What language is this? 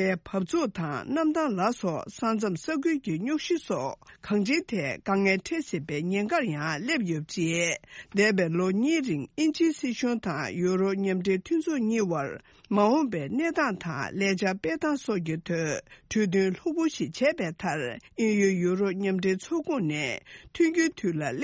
Tibetan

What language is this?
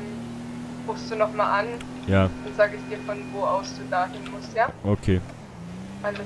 Swiss German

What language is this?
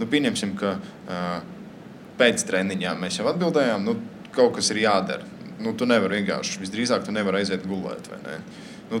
Latvian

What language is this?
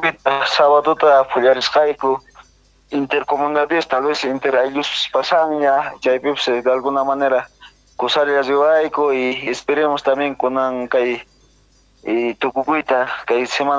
South Bolivian Quechua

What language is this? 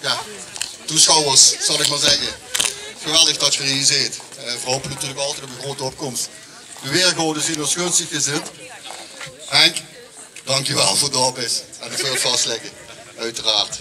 Limburgish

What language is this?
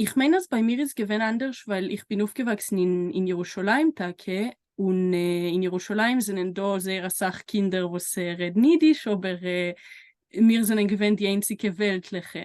Yiddish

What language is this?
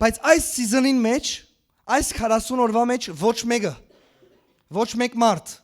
Western Armenian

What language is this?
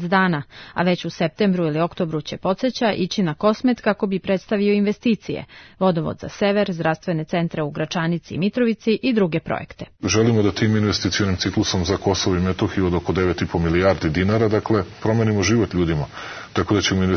Serbian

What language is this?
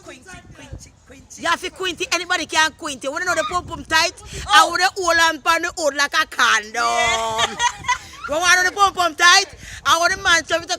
Jamaican Creole English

